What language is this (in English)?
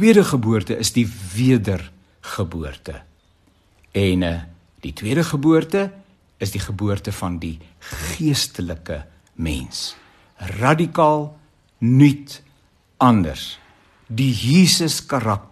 Afrikaans